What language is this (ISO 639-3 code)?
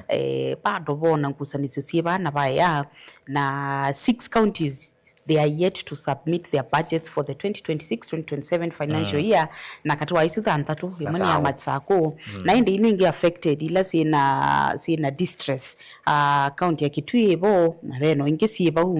kam